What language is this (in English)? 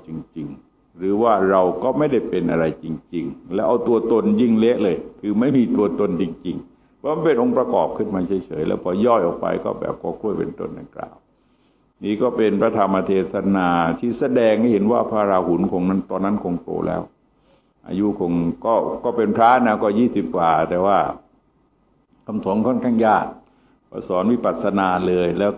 Thai